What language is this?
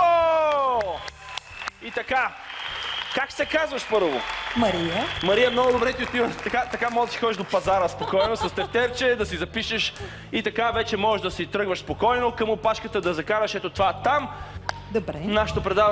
Bulgarian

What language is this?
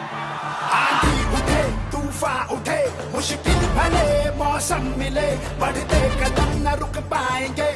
Kannada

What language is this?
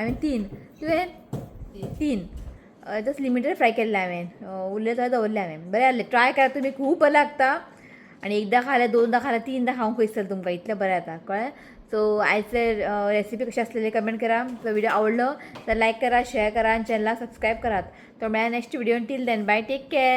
Konkani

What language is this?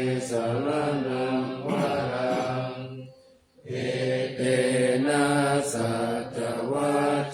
Pali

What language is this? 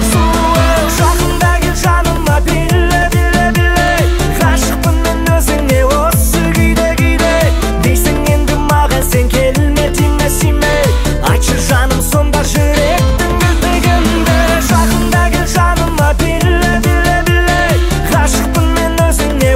Kazakh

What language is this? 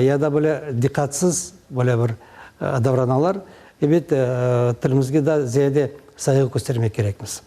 Crimean Tatar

